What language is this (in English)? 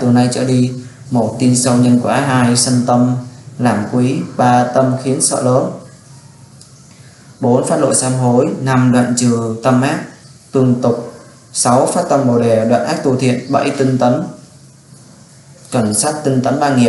Vietnamese